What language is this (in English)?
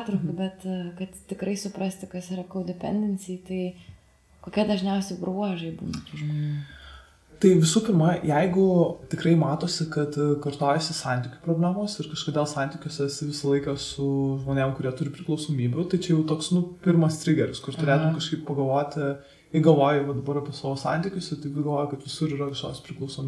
Lithuanian